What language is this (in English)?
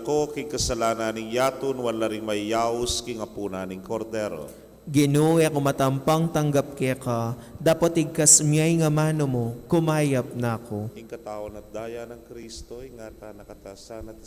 Pampanga